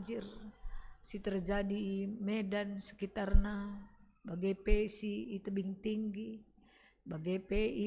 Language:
Batak Karo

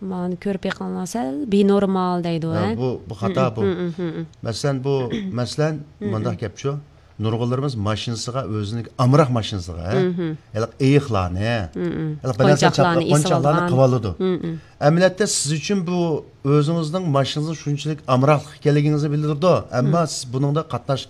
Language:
Uyghur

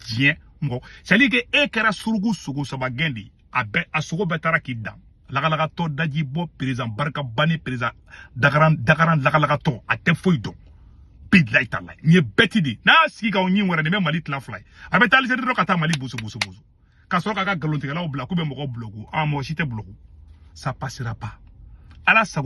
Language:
Bambara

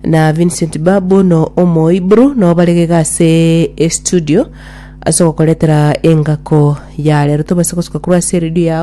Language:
Gusii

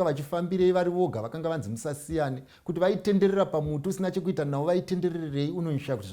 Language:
Shona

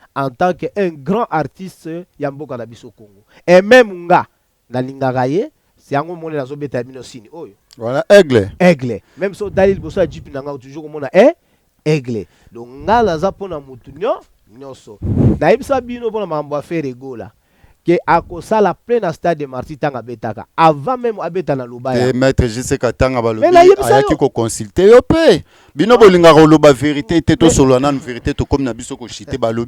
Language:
Lingala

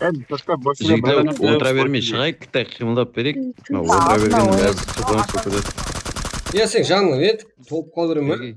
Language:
Kara-Kalpak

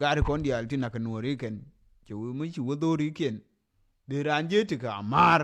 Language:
Nuer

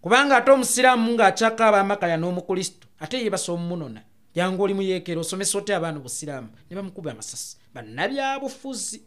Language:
Ganda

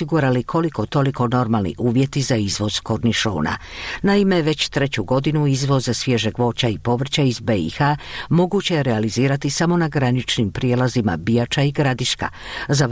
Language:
Croatian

